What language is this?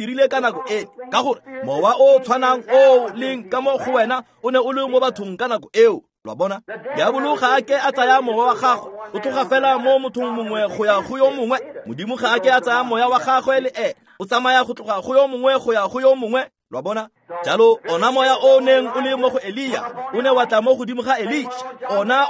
Tswana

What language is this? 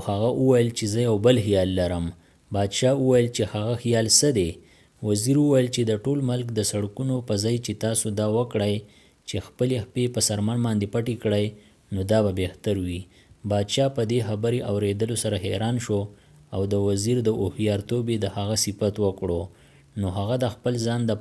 Pashto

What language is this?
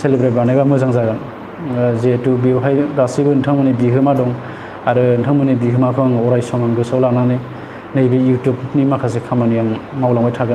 Bodo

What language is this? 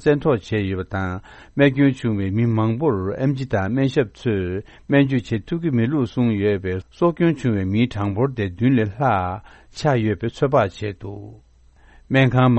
Tibetan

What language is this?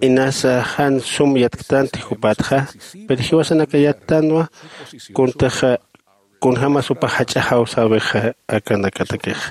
Aymara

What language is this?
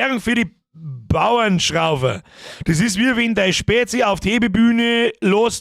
Bavarian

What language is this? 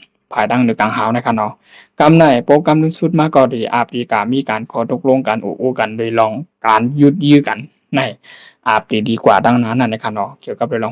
Shan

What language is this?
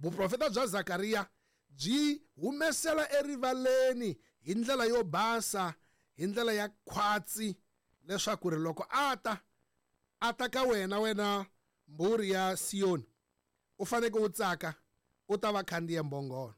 Tsonga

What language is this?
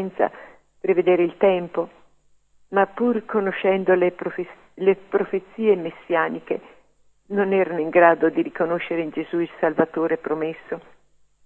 Italian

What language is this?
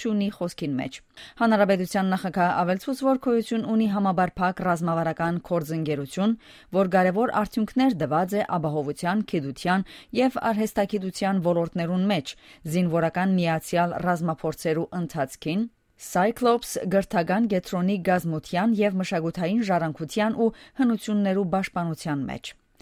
Western Armenian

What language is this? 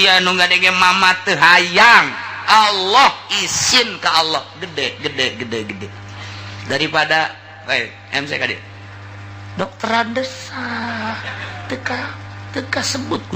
Sundanese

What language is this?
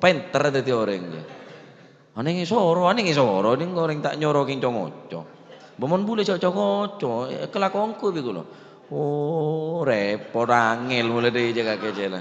Madurese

